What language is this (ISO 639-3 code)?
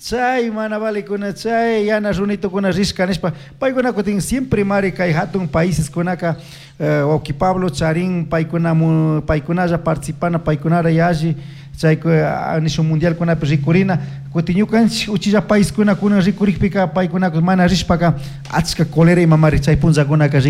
qug